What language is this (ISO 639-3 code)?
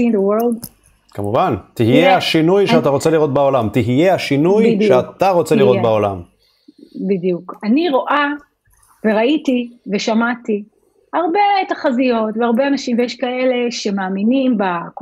heb